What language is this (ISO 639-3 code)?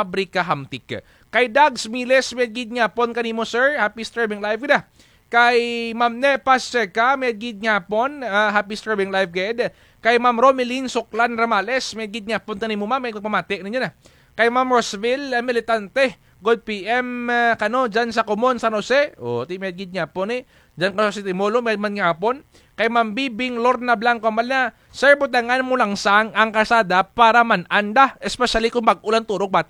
krj